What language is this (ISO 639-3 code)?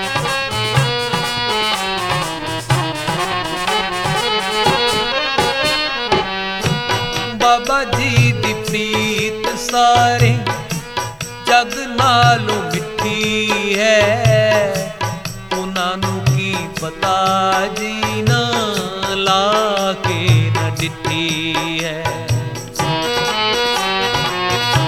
pan